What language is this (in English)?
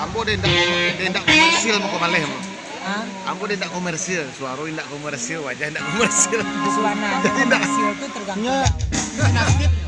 Minangkabau